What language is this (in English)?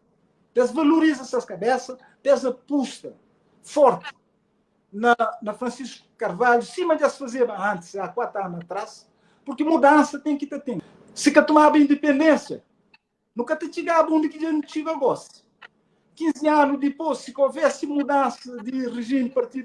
Kabuverdianu